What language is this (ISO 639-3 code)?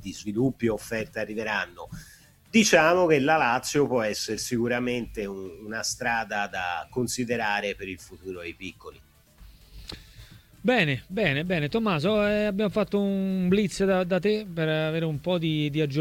ita